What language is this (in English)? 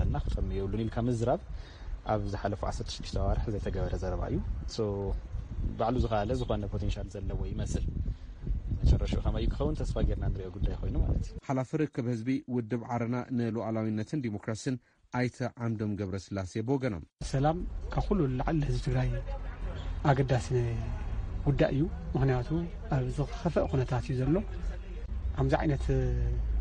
Tigrinya